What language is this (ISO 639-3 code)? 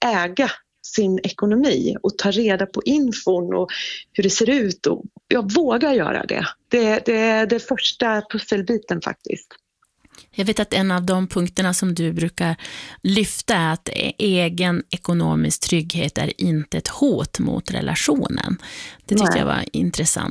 swe